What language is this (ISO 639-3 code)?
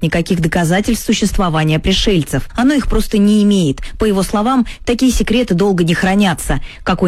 rus